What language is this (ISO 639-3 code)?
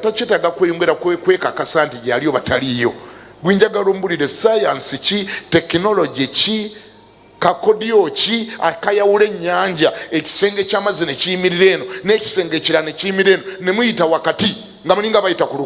lug